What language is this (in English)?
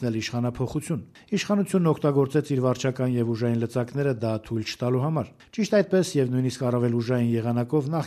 Armenian